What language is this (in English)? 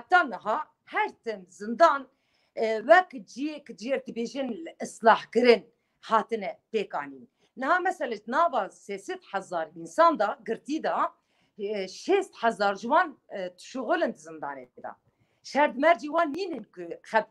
Kurdish